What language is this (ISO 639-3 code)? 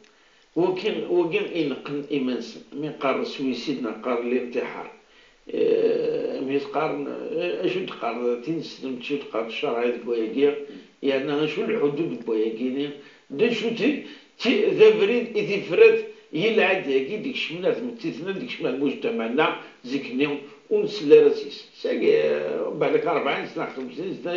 kab